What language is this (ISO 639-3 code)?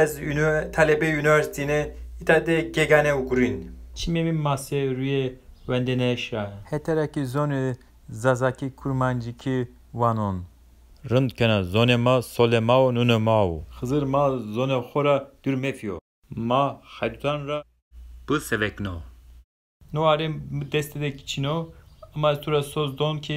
zza